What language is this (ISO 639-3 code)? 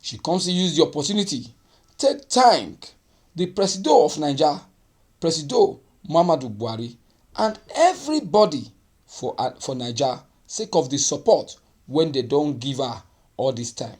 pcm